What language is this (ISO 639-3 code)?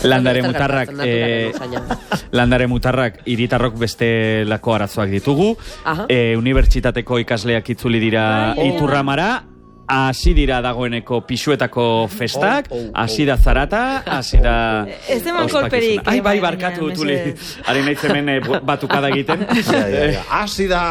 eus